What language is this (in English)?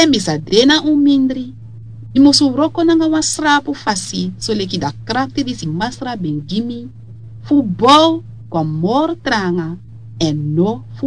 Sranan Tongo